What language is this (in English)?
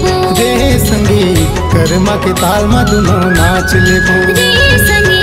Chhattisgarhi